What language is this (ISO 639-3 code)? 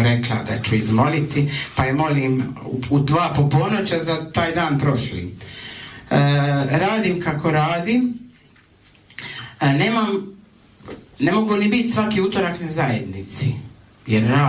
hrv